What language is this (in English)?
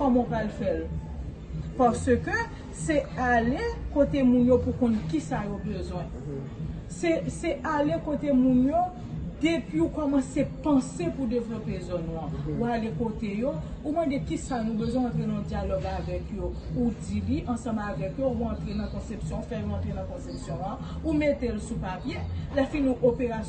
Haitian Creole